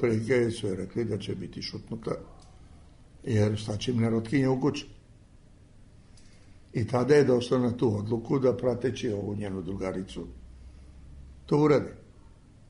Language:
Serbian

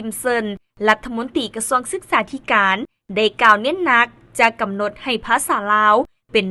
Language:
Lao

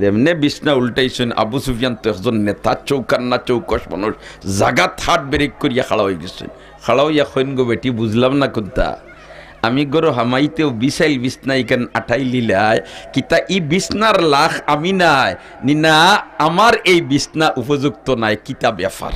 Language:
Sylheti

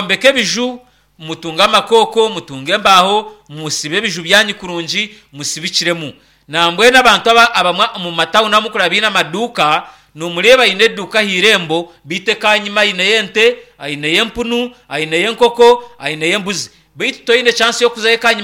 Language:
Nyankole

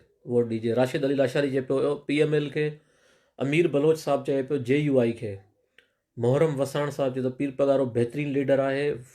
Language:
Sindhi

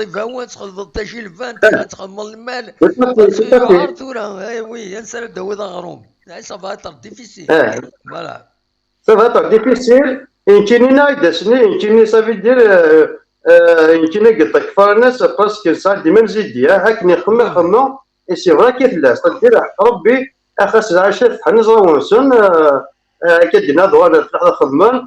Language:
Kabyle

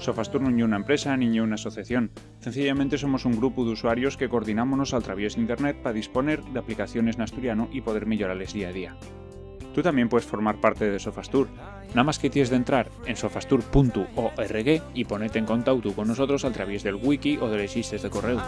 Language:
Asturian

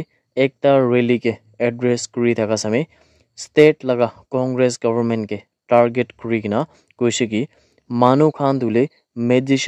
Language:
Naga Pidgin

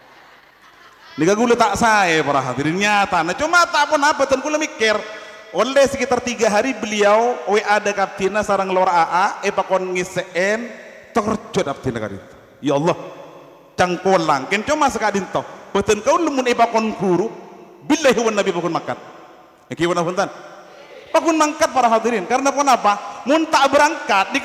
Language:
Madurese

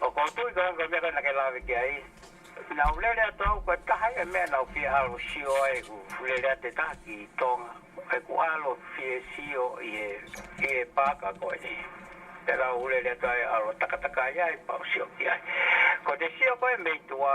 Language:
Tongan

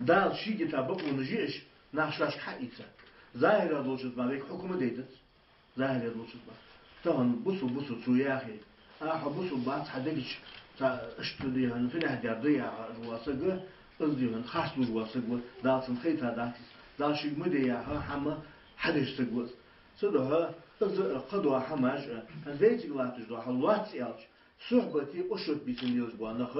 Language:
Ingush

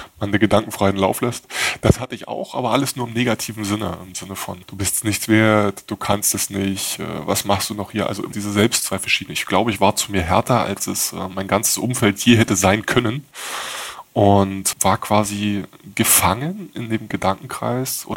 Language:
German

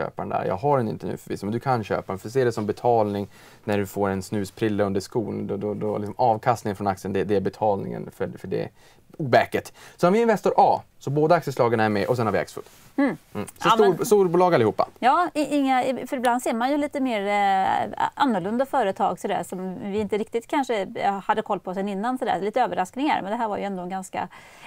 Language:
Swedish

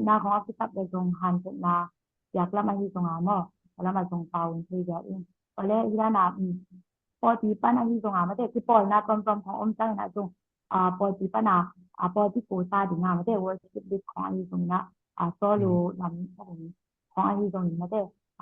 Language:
Tedim Chin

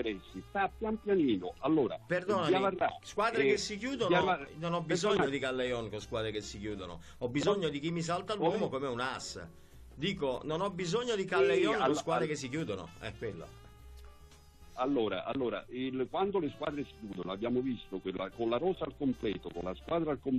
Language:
Italian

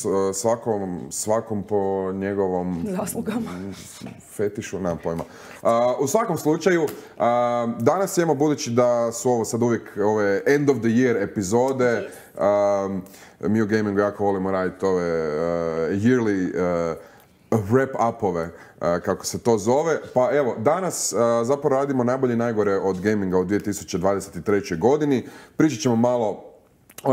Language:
Croatian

